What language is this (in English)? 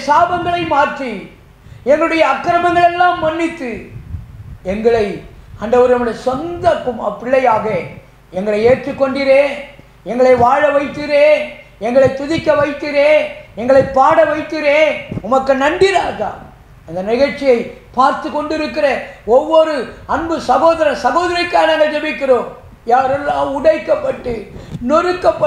Tamil